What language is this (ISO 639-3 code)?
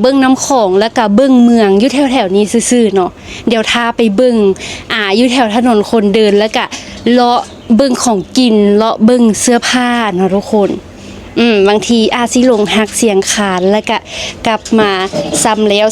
lao